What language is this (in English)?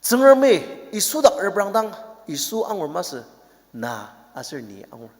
Ao Naga